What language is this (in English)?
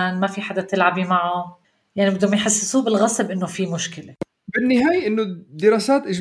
North Levantine Arabic